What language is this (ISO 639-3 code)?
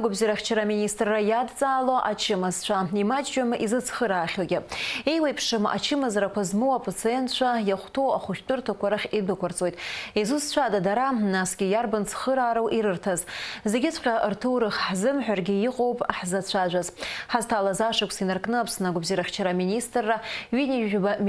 abk